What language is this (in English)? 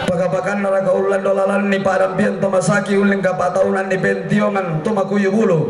Toraja-Sa'dan